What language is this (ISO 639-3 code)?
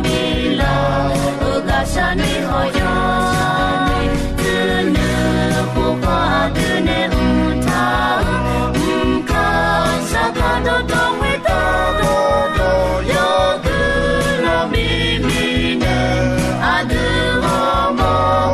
ahk